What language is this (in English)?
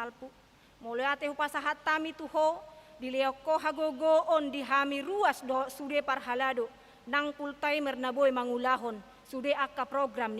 Batak Toba